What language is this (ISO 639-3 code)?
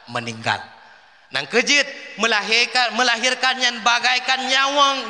ace